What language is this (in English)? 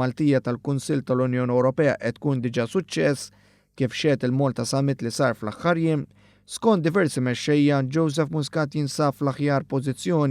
Maltese